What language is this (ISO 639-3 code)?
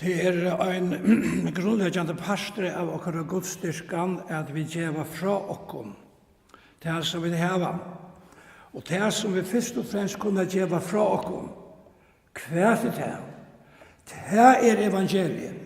fao